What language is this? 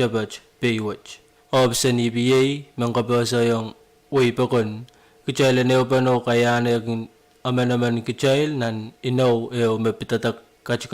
Pohnpeian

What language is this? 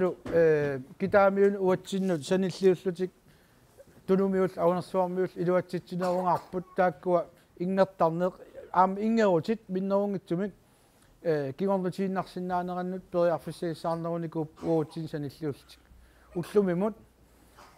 Kalaallisut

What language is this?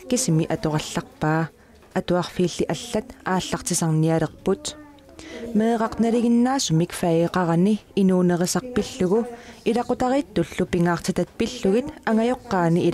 Kalaallisut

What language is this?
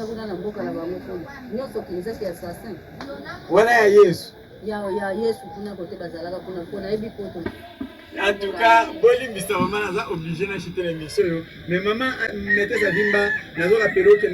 Lingala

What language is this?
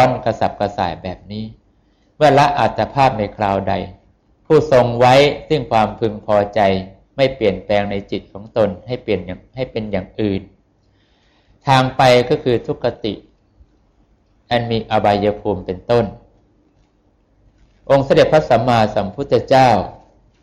Thai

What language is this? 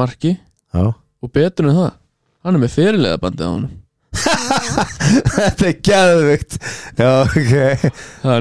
Icelandic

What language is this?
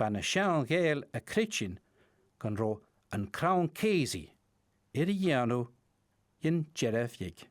Scottish Gaelic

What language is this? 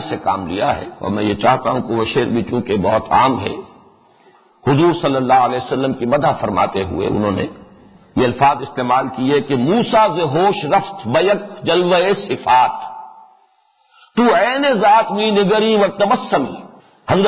Urdu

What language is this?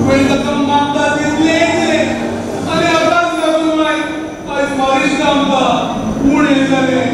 Konkani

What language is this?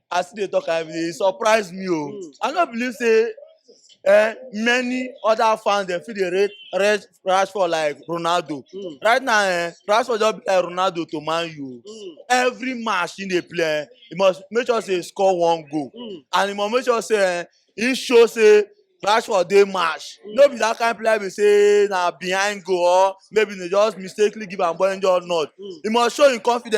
Nigerian Pidgin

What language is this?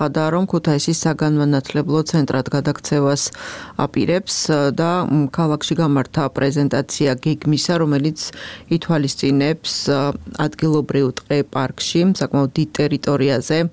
Georgian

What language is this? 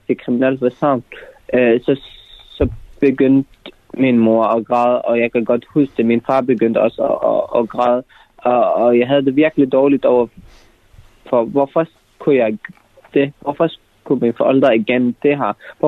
Danish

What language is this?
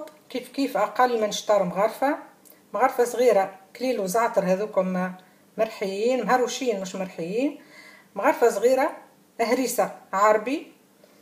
Tunisian Arabic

